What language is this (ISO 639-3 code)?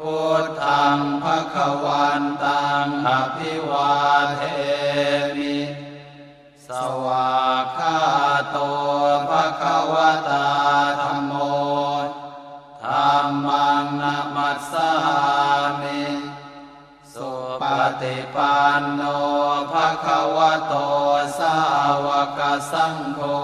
pli